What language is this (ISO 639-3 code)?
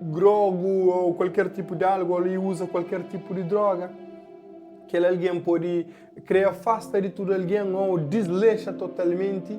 kea